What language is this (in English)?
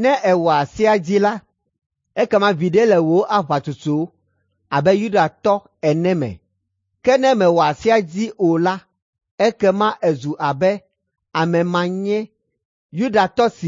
Ewe